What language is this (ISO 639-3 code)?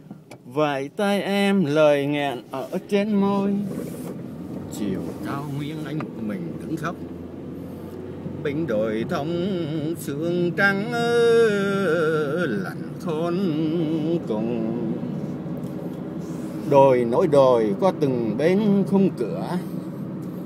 vie